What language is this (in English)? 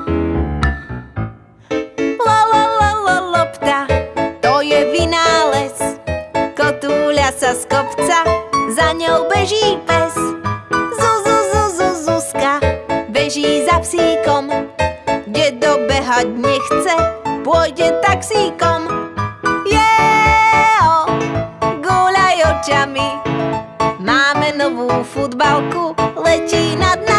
Slovak